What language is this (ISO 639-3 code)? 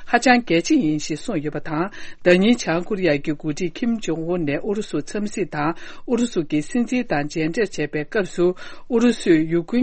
bod